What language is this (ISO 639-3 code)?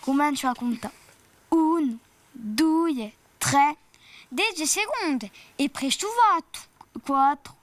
cos